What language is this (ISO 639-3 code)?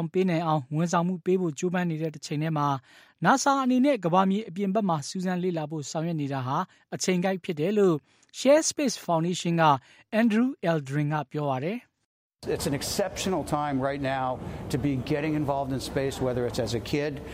mya